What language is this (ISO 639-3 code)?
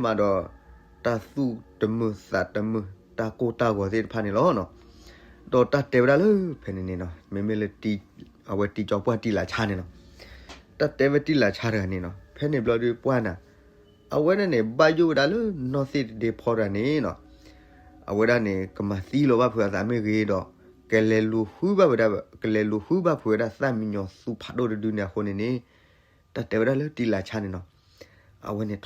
ksw